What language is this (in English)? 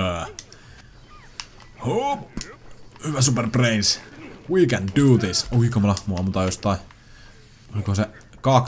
Finnish